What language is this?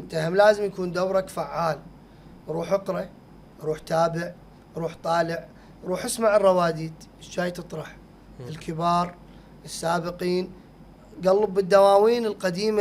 Mesopotamian Arabic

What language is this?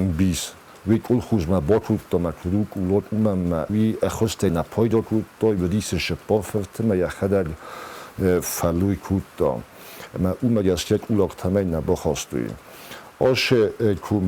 Ossetic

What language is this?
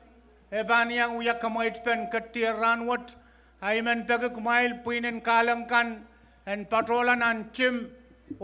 Pohnpeian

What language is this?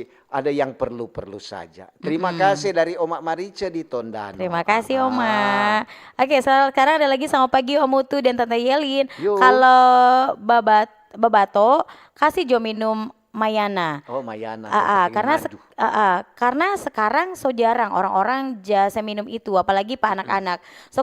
Manado Malay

